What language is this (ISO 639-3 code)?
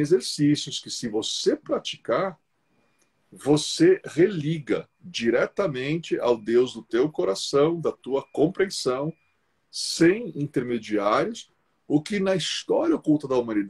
por